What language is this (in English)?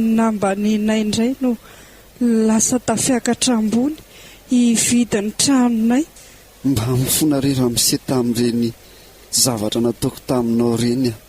Malagasy